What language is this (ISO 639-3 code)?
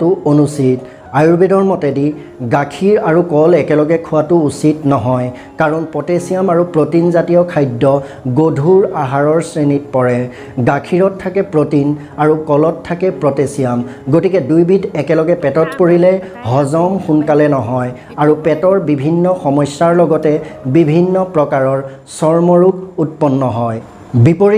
asm